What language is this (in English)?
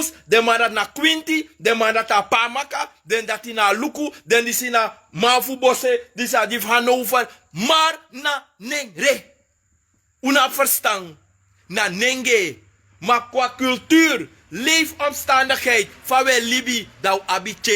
Sranan Tongo